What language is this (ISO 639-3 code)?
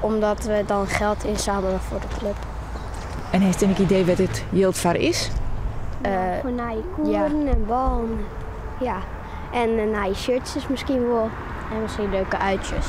fry